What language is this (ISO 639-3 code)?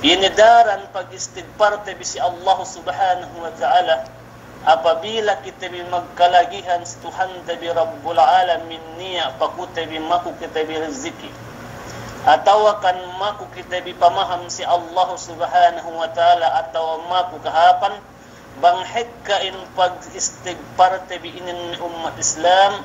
yka